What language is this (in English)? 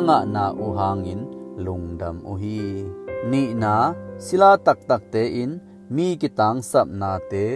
Tedim Chin